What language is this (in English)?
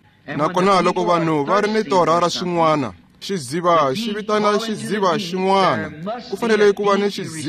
Tsonga